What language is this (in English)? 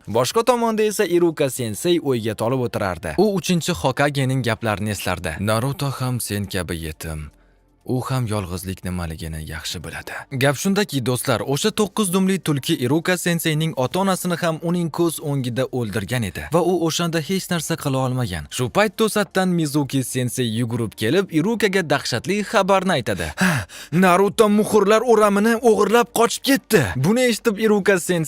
Uzbek